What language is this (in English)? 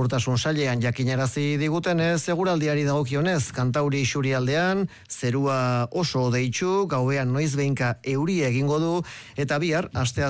Basque